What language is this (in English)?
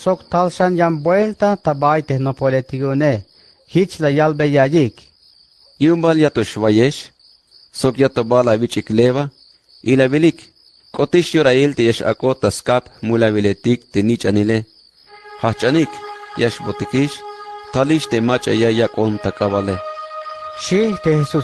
Tzeltal